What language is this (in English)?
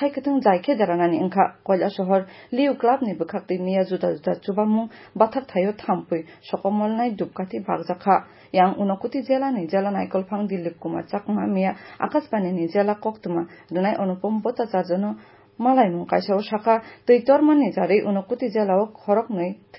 Kok Borok